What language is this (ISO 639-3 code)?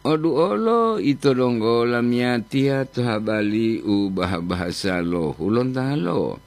gor